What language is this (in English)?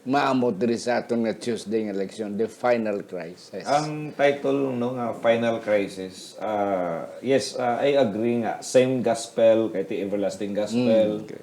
Hiligaynon